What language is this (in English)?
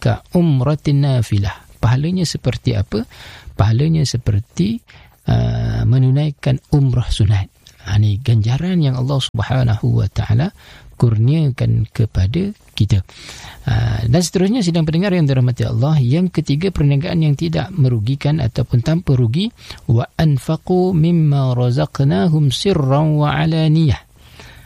Malay